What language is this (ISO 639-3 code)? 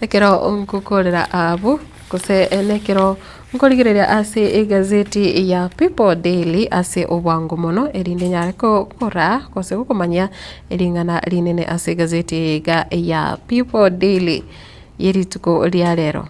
guz